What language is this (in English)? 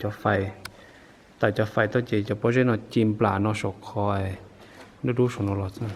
Hmong